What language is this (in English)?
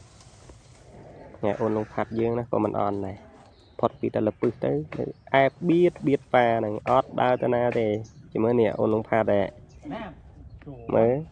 Khmer